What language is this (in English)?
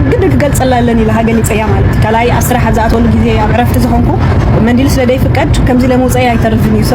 Tigrinya